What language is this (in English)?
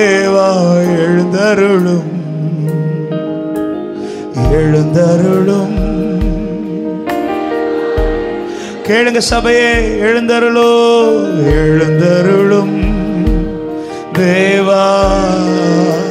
Tamil